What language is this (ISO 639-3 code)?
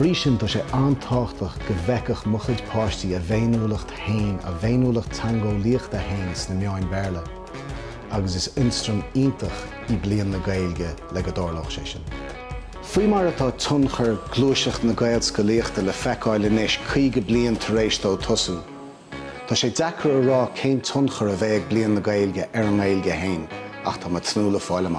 gle